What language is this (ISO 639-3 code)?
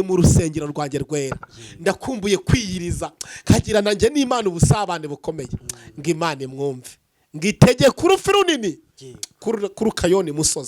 kin